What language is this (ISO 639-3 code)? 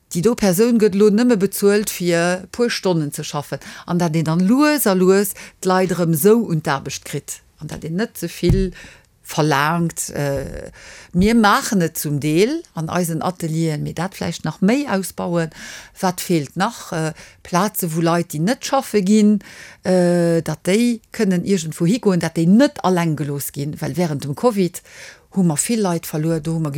ltz